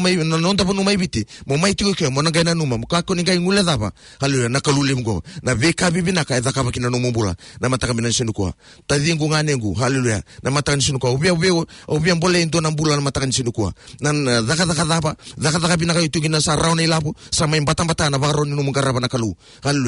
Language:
Fijian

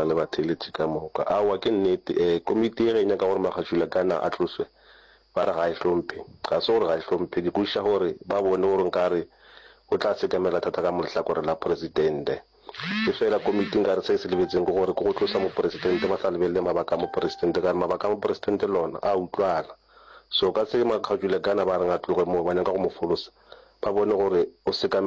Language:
Northern Sotho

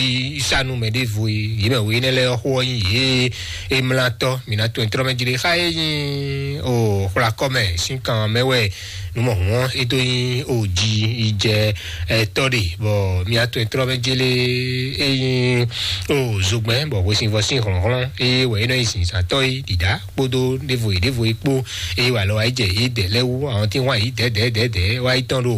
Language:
Fon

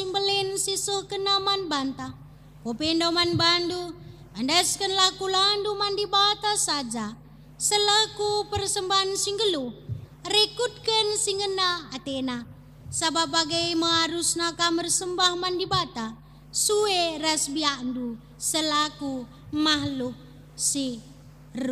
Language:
Batak Karo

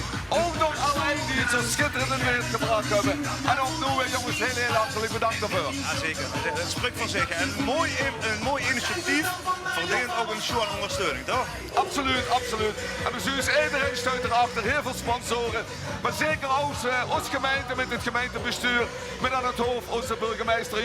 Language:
Limburgish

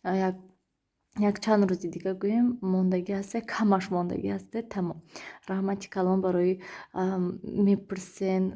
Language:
Tajik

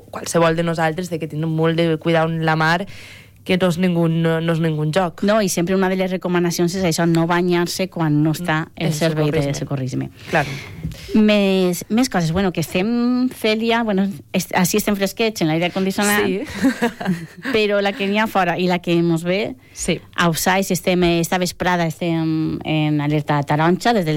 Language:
Catalan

